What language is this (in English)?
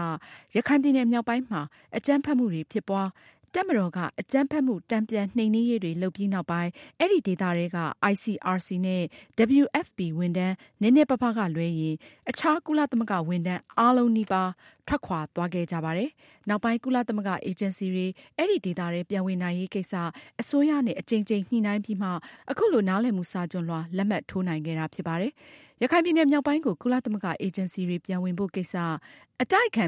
Burmese